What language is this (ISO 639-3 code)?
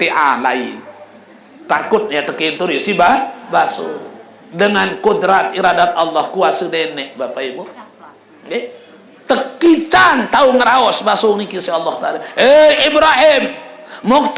sas